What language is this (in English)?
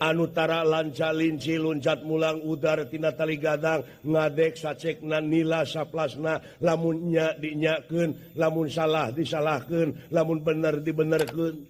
Sundanese